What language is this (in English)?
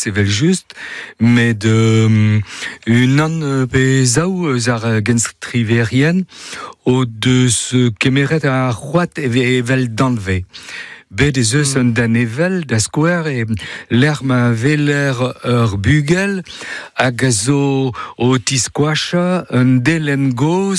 Breton